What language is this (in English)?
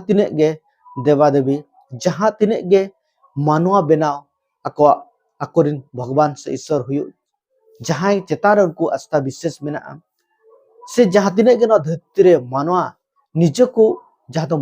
Santali